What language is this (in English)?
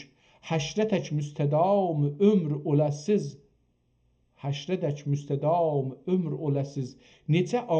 South Azerbaijani